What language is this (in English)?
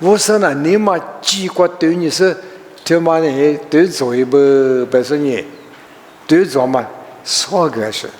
Lisu